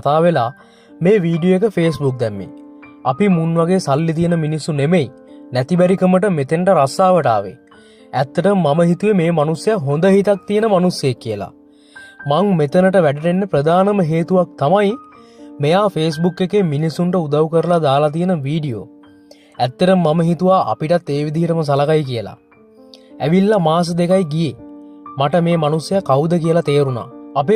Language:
Sinhala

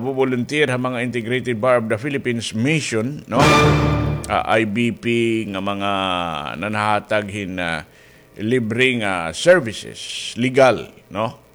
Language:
Waray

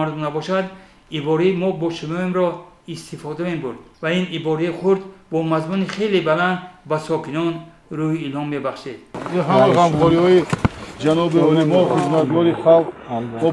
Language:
Tajik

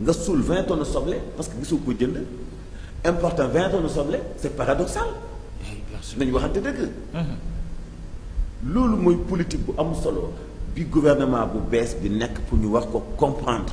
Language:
Wolof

